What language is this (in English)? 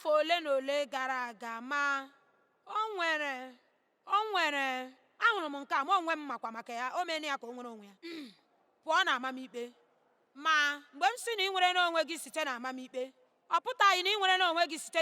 Igbo